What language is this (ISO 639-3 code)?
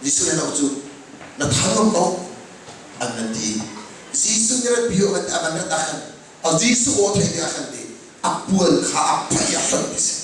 cnh